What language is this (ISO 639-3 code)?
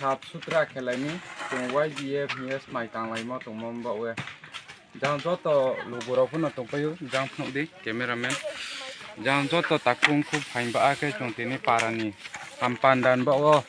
ria